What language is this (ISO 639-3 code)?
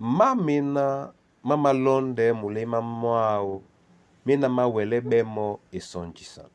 dua